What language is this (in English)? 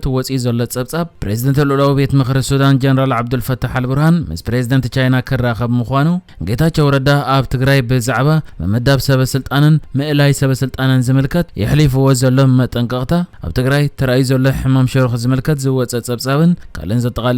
Tigrinya